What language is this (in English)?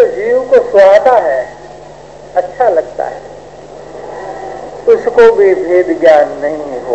Hindi